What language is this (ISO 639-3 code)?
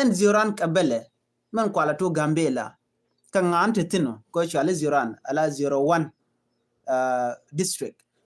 nus